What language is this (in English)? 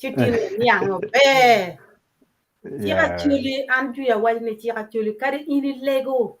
Acoli